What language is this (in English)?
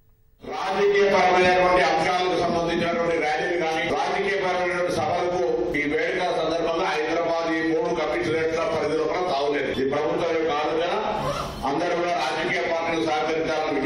Telugu